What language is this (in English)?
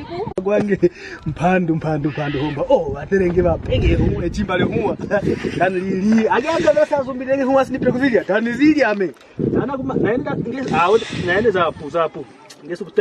Kwangali